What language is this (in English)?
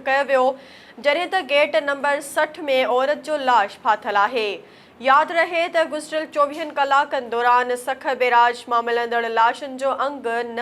Sindhi